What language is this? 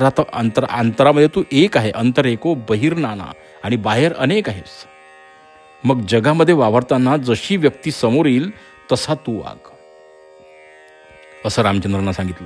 Marathi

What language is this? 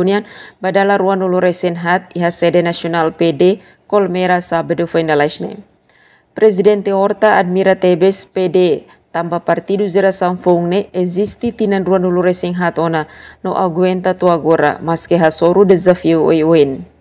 Tetum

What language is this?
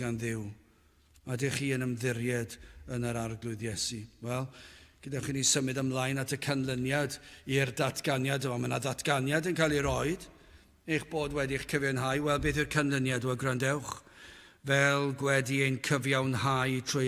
Welsh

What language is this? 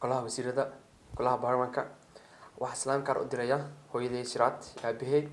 Somali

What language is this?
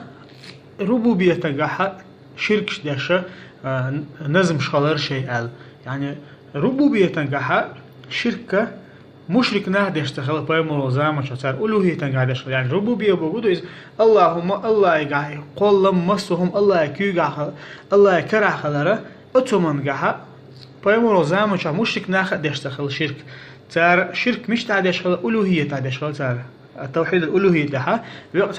Chechen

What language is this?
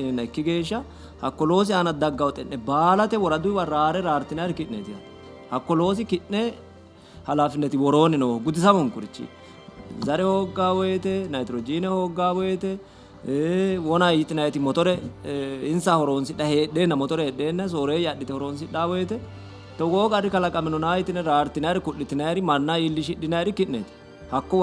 Sidamo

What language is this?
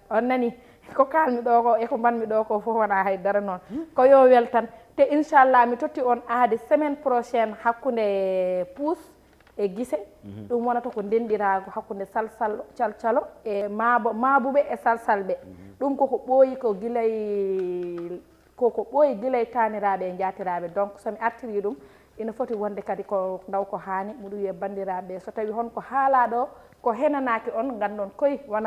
Fula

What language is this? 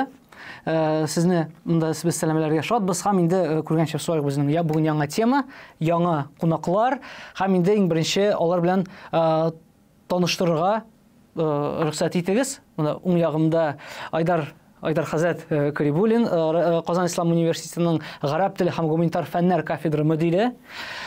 Tatar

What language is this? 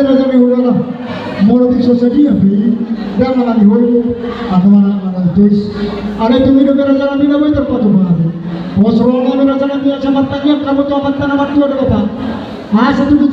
Batak Toba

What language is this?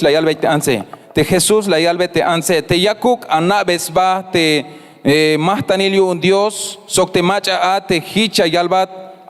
Tzeltal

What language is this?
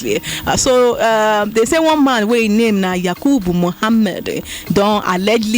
Nigerian Pidgin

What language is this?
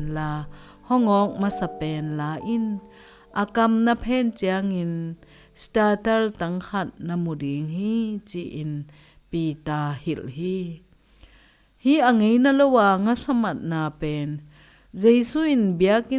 Tedim Chin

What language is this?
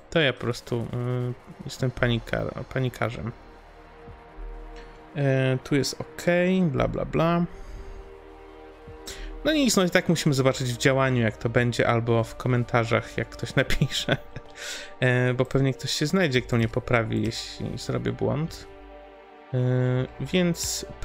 Polish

